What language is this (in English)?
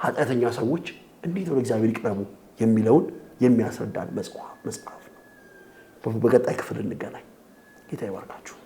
Amharic